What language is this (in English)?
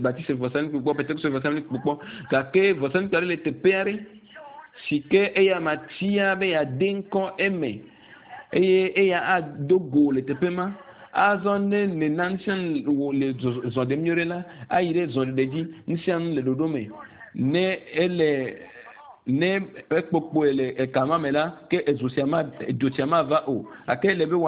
Ewe